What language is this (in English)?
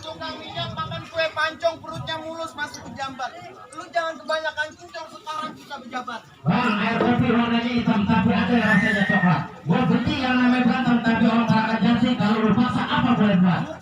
Betawi